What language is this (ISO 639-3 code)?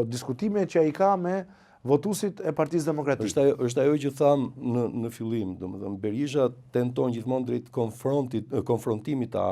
sqi